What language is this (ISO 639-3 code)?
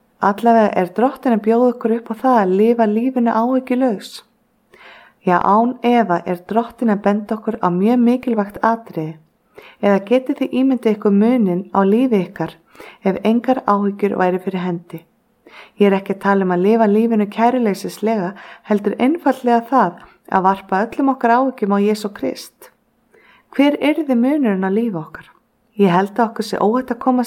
isl